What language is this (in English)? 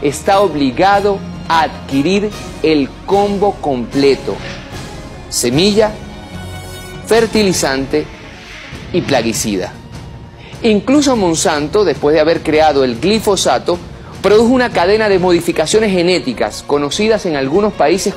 Spanish